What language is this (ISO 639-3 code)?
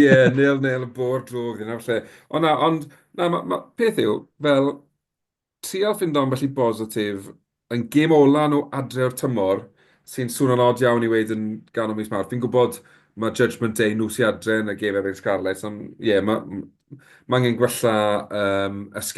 cym